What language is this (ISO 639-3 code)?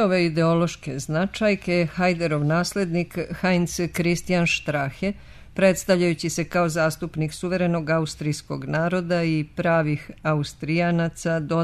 srp